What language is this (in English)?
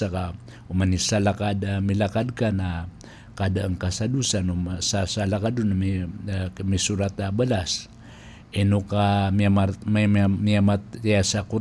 Maranao